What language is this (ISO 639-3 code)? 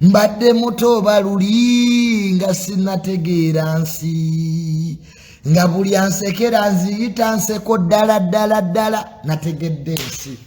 lug